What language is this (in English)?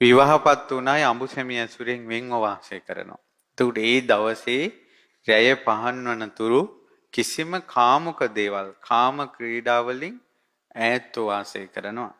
Sinhala